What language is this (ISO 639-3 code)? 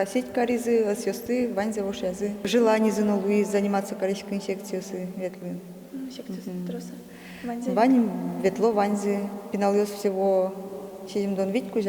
udm